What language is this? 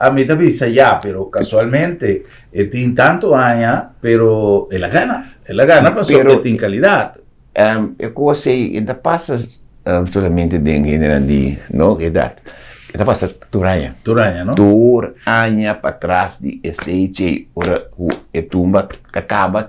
Papiamento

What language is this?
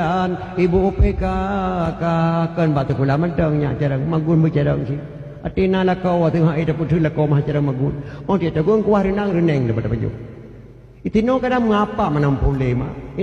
Achinese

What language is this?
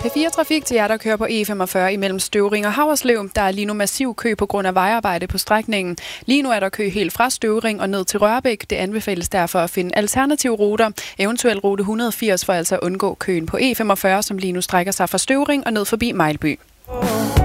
Danish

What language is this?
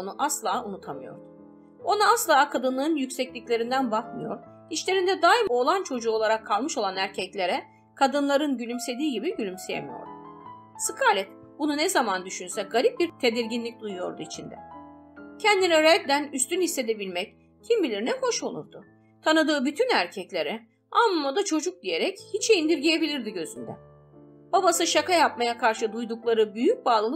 Turkish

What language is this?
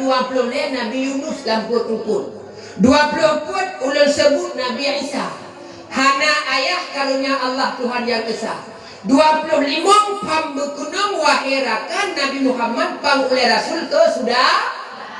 Achinese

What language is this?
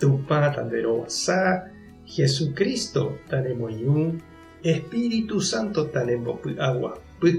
Guarani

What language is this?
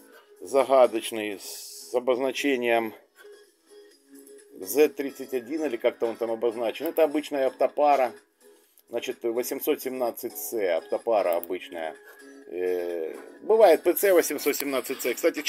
Russian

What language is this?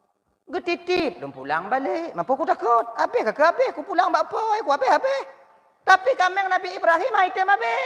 Achinese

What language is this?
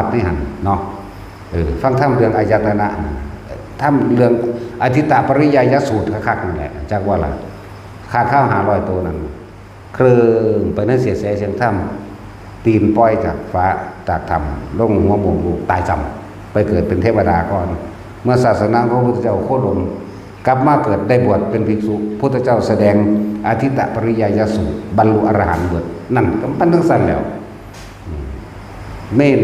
Northeastern Thai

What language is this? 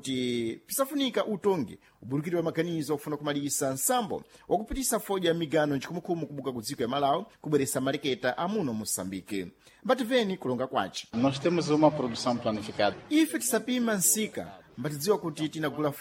Sena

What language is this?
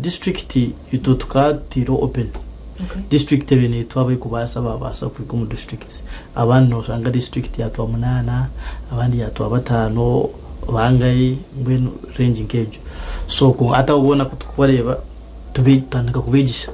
Nyankole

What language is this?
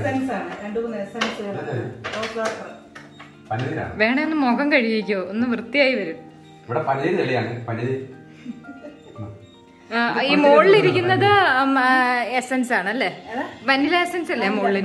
Malayalam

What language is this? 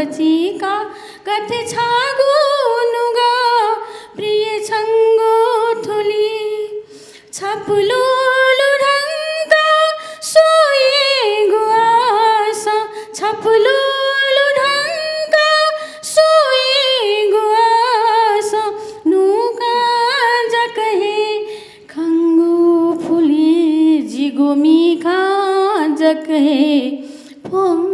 Newari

